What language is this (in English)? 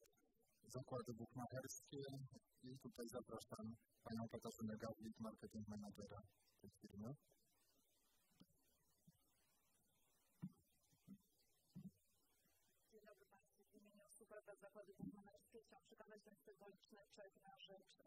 Polish